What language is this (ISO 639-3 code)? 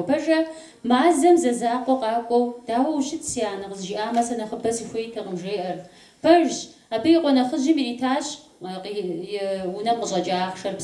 kbd